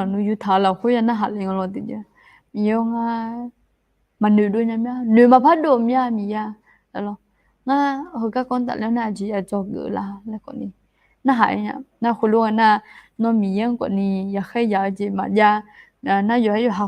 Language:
Akha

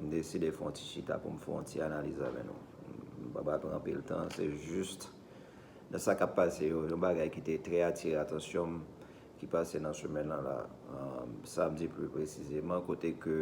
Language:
Haitian Creole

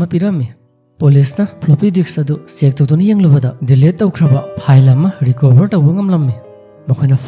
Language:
Manipuri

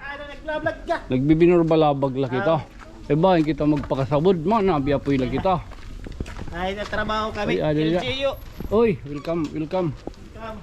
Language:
Waray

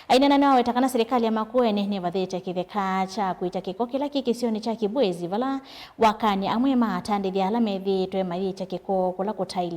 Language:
Kamba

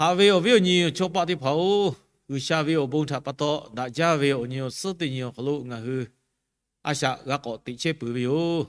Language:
Lahu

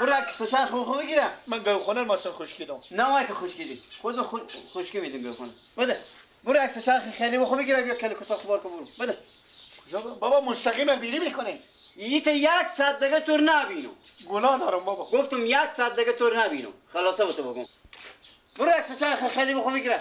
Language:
Persian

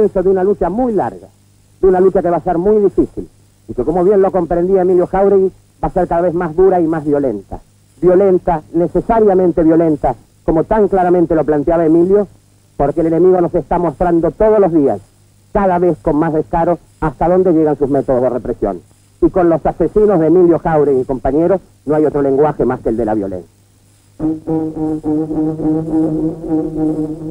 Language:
Spanish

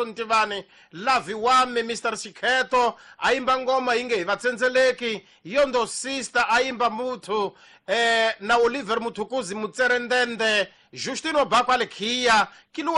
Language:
Tsonga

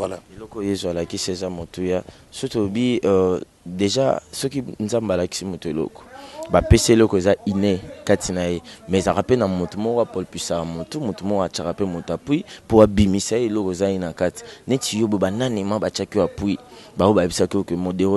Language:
Lingala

